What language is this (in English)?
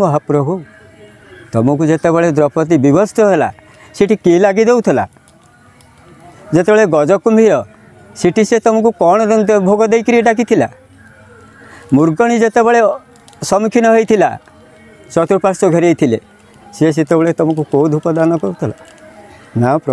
Odia